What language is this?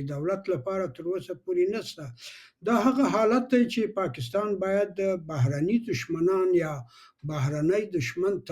Pashto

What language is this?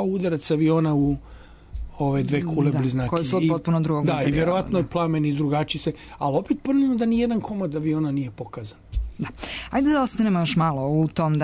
Serbian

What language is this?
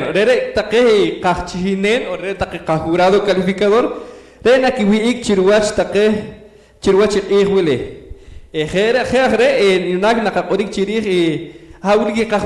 Poqomchi'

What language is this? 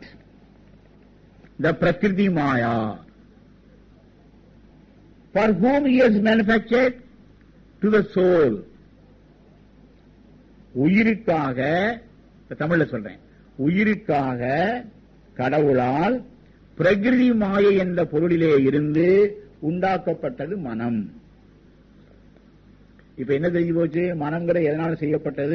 Tamil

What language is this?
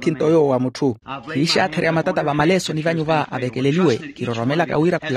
Makhuwa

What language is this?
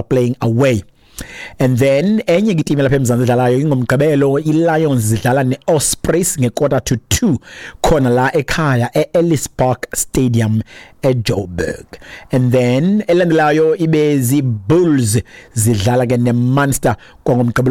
Xhosa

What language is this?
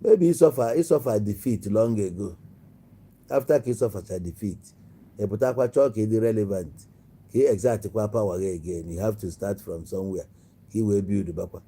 Igbo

